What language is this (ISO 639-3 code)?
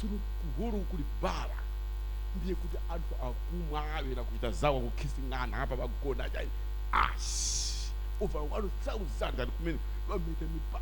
nya